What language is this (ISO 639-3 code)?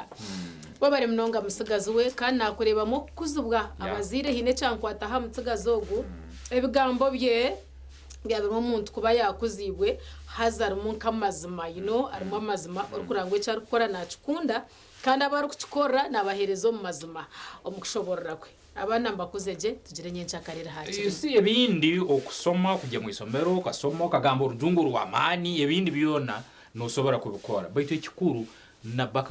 nyn